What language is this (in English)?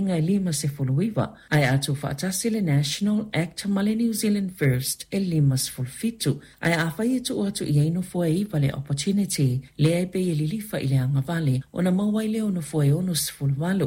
Samoan